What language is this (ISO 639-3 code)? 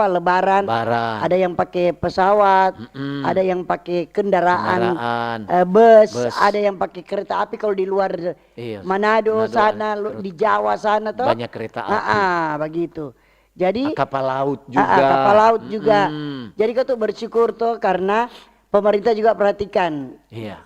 xmm